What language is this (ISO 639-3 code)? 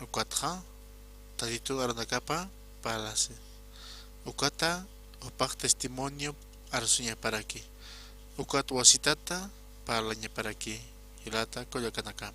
aym